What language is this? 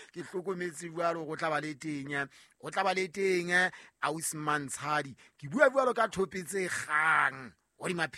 Southern Sotho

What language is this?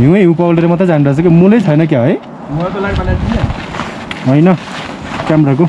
Nepali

